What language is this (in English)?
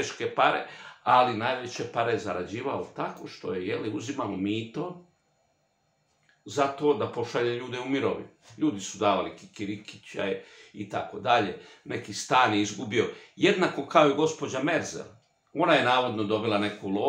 Croatian